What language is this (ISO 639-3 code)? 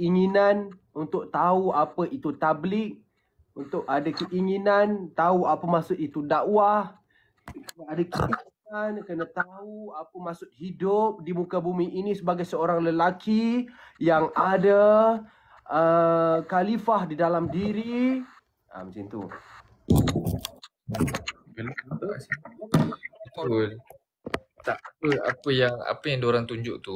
msa